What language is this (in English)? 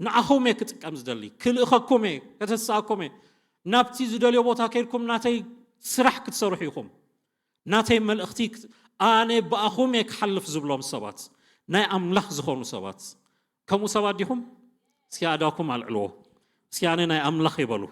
Tigrinya